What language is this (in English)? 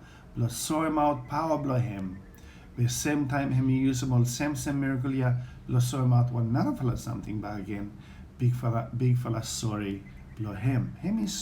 Bislama